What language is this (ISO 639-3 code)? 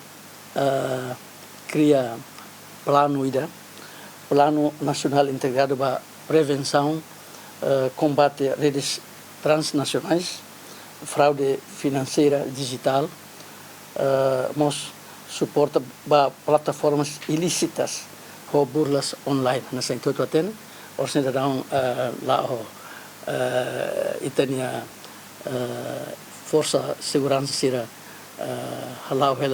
tet